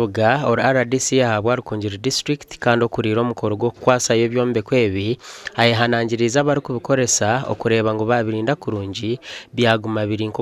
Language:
Nyankole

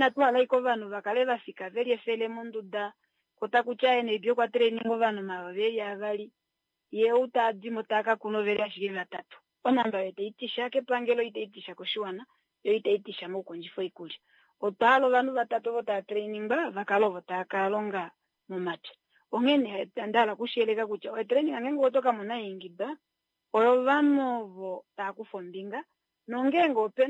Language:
Kuanyama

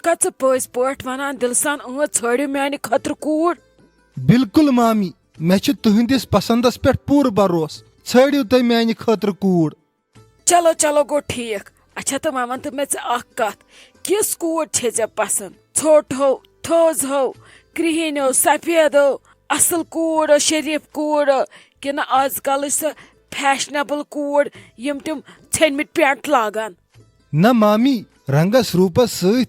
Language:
Kashmiri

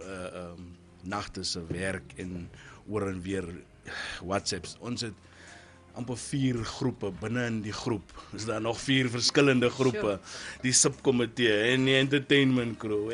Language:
Afrikaans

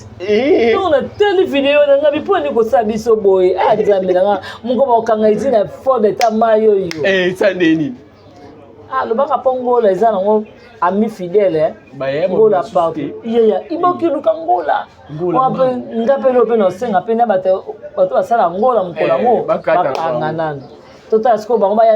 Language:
Lingala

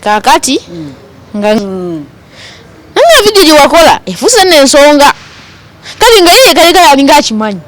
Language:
Ganda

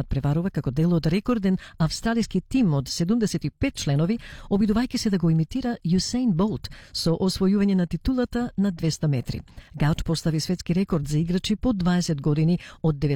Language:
Macedonian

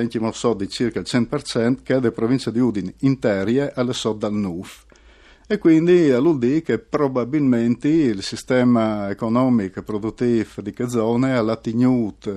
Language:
Friulian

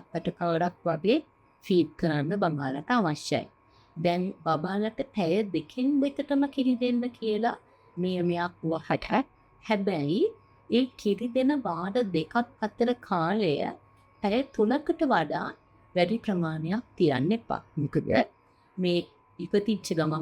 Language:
Sinhala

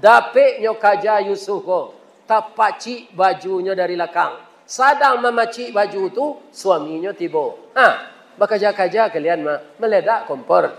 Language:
Minangkabau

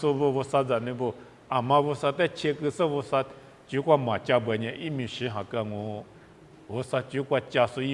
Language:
Lisu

